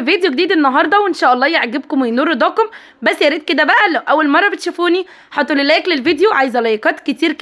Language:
Egyptian Arabic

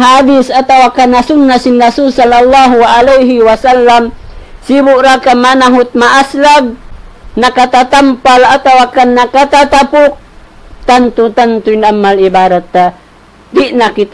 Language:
Tausug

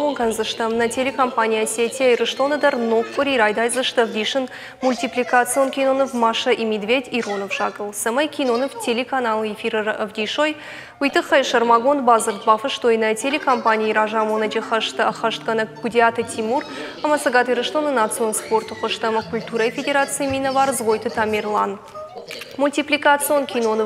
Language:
Ossetic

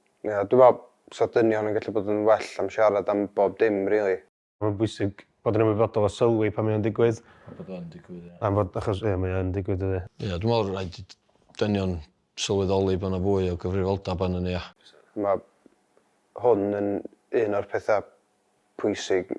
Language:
Welsh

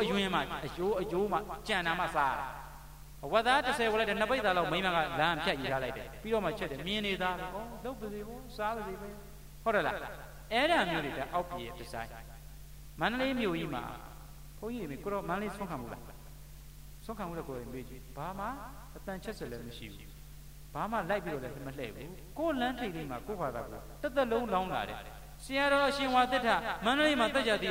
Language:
Burmese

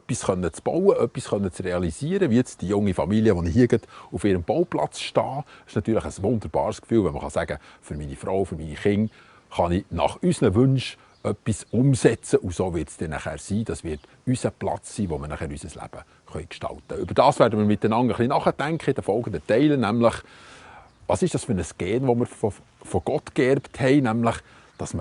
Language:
Swiss German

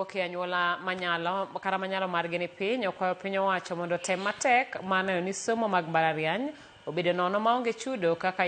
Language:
Luo (Kenya and Tanzania)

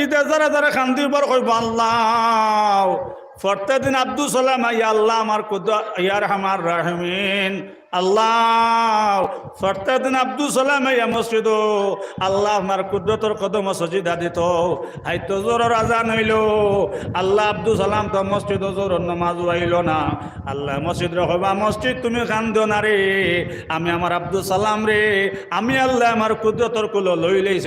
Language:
Sylheti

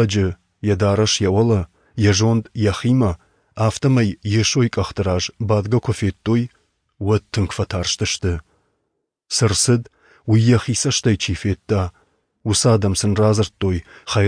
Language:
Ossetic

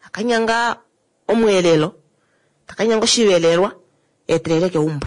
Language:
Kuanyama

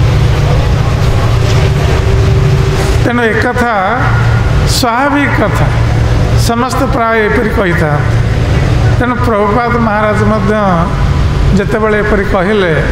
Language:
Odia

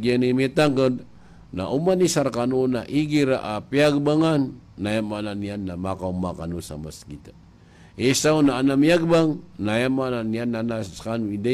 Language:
Maranao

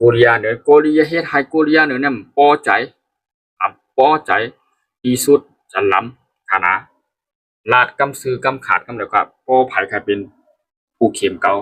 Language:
Shan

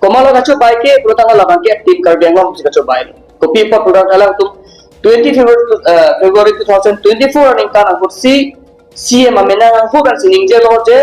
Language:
Karbi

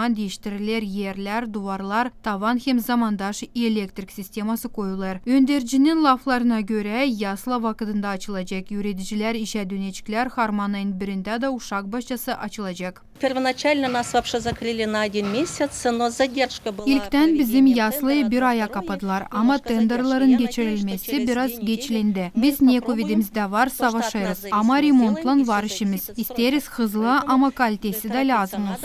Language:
Gagauz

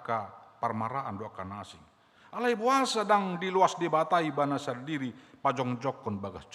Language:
Batak Toba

